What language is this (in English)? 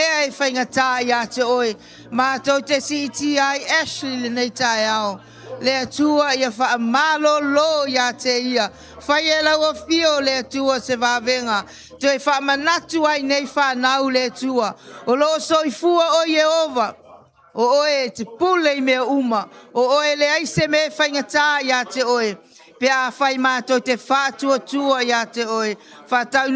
Samoan